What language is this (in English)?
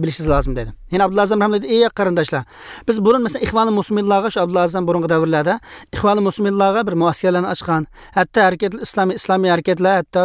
Uyghur